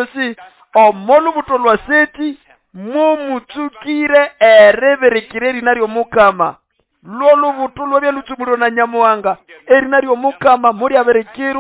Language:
Nande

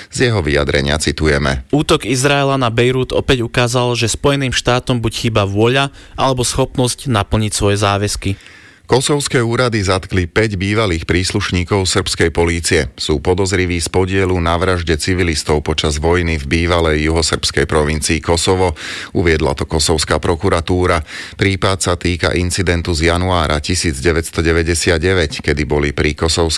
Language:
Slovak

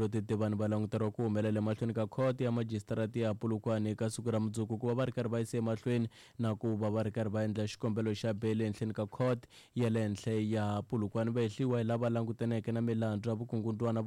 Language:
Tsonga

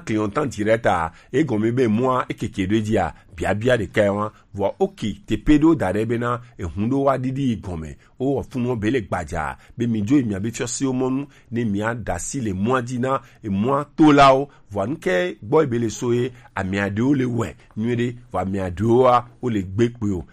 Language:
Gen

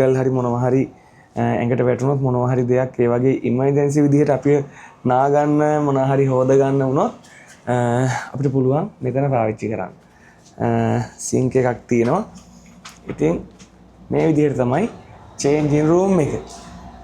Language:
Sinhala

